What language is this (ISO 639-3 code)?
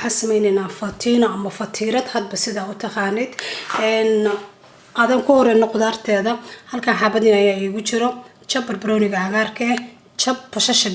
som